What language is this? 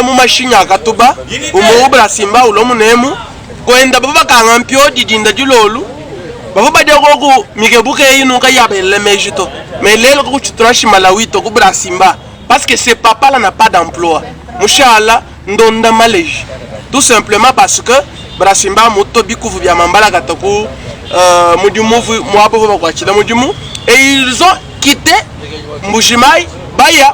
Luba-Lulua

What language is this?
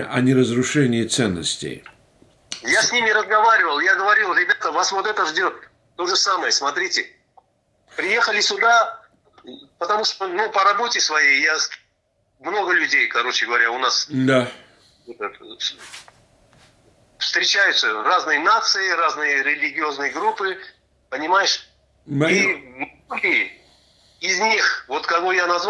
Russian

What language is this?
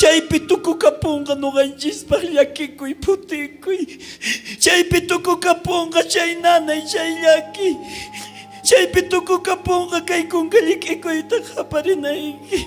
South Bolivian Quechua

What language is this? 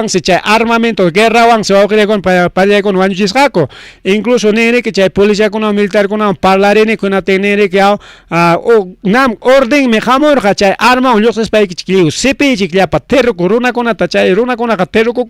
Ayacucho Quechua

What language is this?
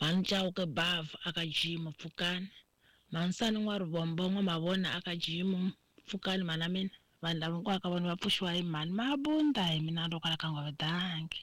Tsonga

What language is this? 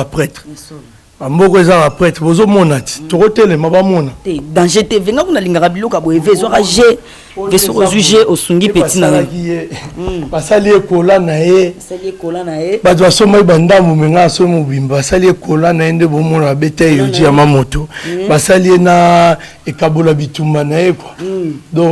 Lingala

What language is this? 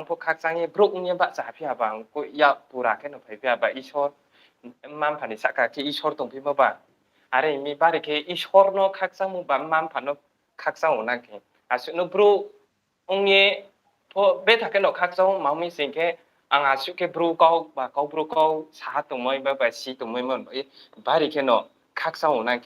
Riang (India)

